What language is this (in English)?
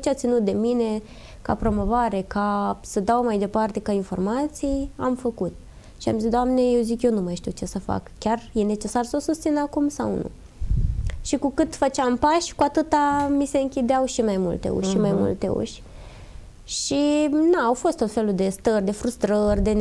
Romanian